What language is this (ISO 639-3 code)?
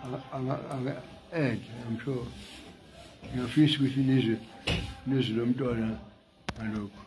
zul